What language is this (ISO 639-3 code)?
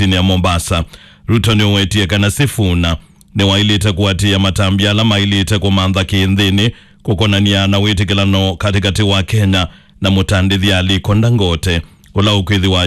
kam